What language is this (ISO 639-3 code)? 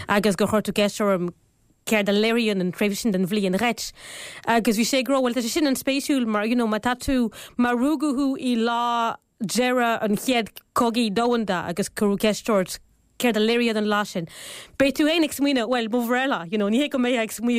gle